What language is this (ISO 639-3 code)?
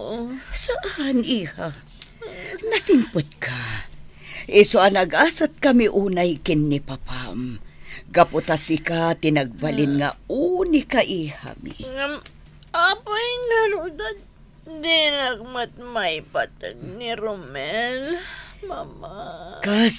ilo